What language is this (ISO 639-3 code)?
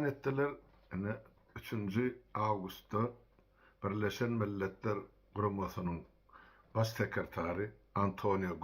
tuk